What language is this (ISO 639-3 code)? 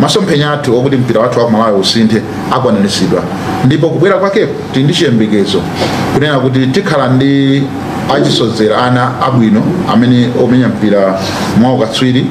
nya